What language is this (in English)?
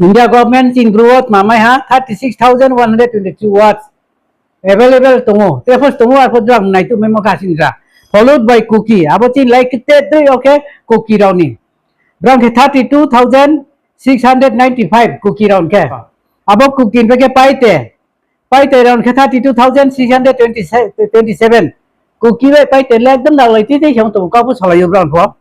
Riang (India)